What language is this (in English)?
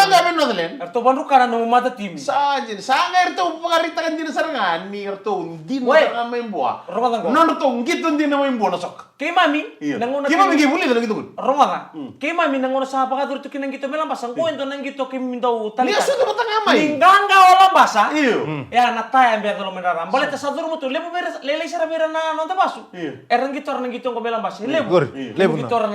Fijian